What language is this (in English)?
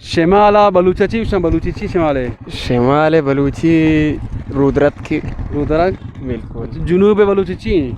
Eastern Balochi